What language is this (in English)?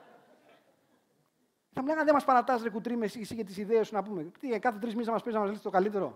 Greek